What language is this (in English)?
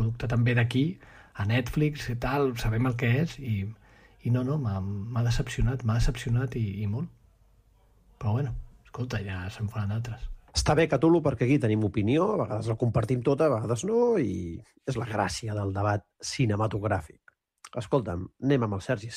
Catalan